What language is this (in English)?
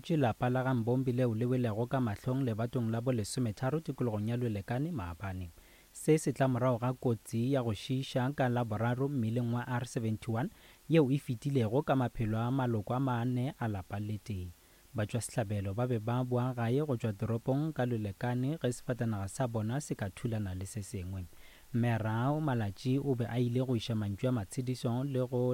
Northern Sotho